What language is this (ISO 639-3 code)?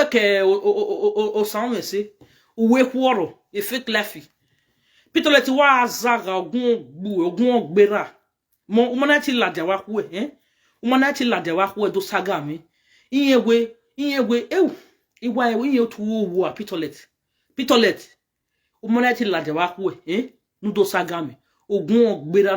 pcm